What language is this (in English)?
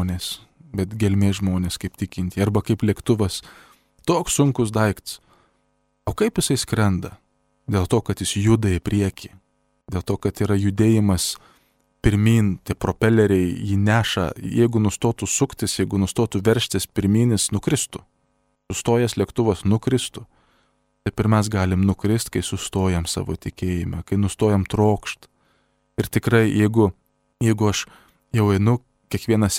Lithuanian